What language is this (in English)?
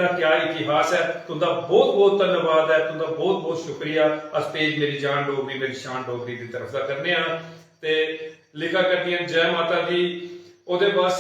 Dogri